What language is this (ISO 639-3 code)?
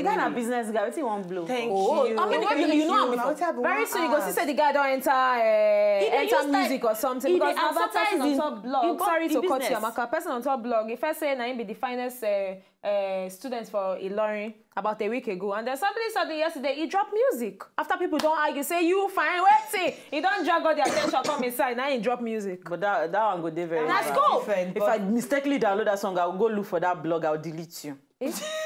pcm